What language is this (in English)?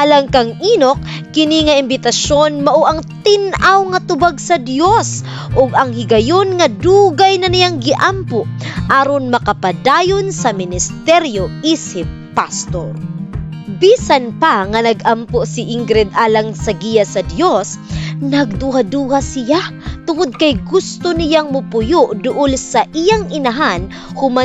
Cebuano